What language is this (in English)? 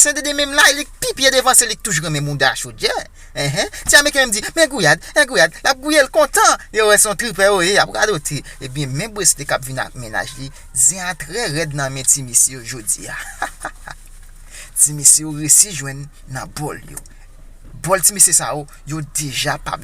Haitian Creole